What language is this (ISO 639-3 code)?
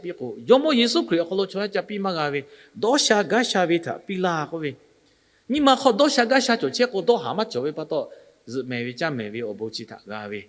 lhu